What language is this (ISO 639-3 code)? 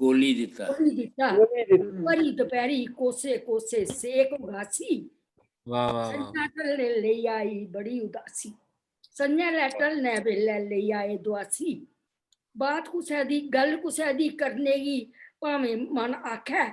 doi